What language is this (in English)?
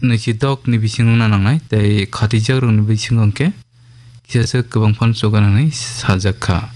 Kok Borok